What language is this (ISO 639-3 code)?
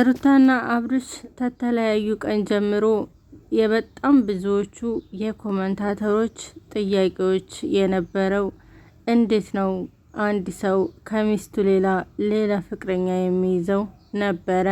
amh